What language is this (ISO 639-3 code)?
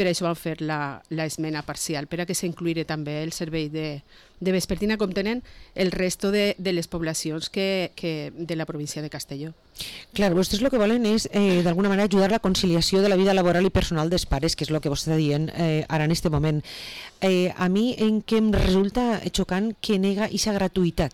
cat